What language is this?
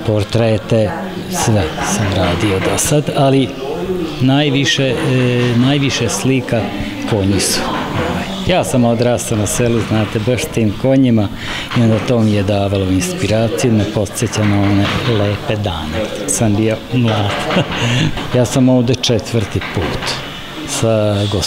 Serbian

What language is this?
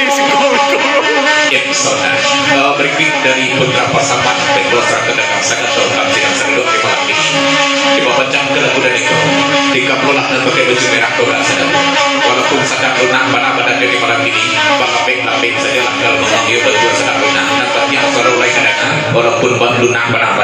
Minangkabau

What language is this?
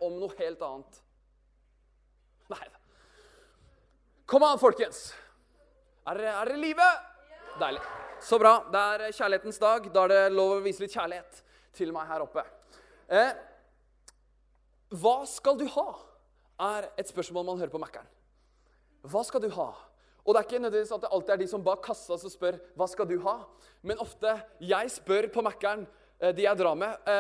Norwegian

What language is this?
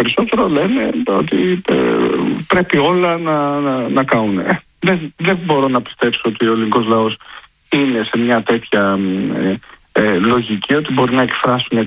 Greek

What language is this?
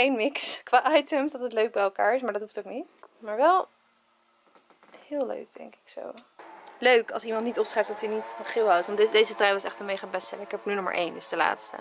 Dutch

